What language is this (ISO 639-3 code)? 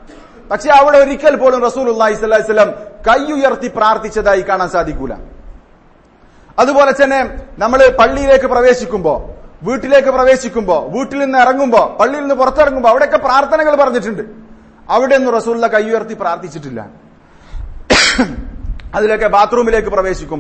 mal